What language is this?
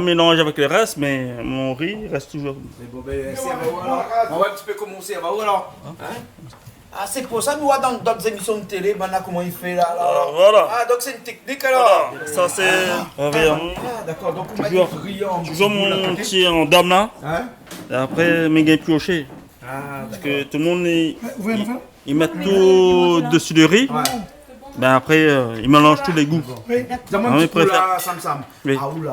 Réunion Creole French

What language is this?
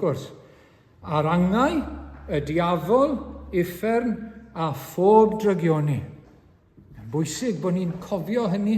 Welsh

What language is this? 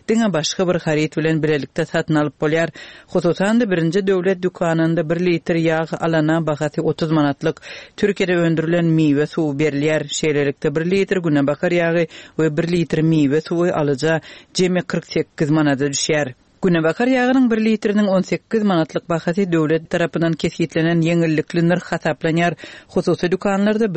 Turkmen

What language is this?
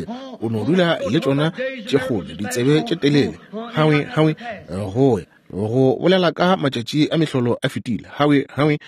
Northern Sotho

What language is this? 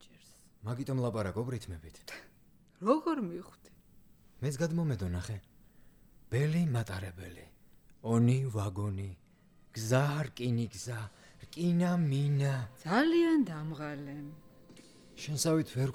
Georgian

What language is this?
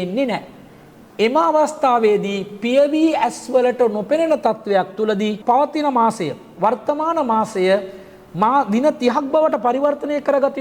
Sinhala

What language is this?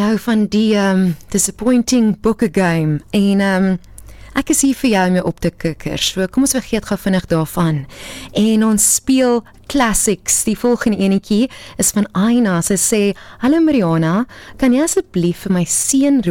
Afrikaans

